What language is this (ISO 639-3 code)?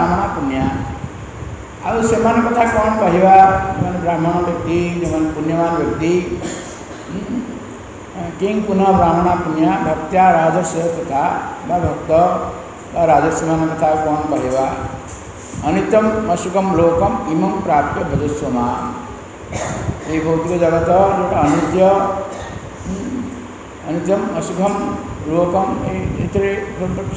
ori